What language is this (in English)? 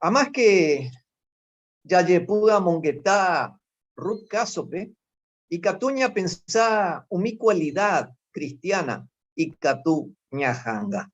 Guarani